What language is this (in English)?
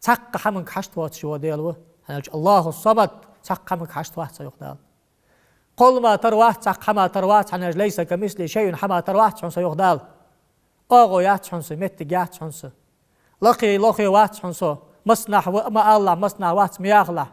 Ingush